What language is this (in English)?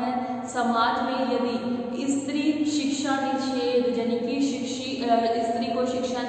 Hindi